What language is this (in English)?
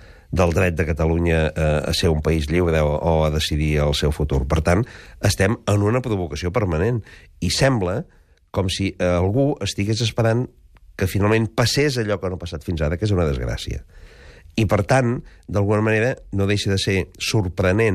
Catalan